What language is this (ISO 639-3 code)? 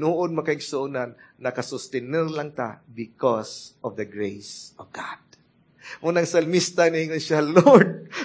ceb